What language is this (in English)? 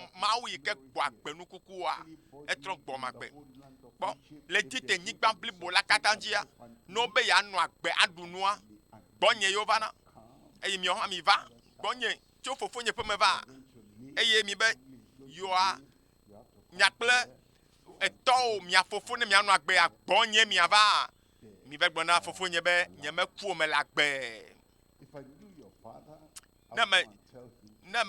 Ewe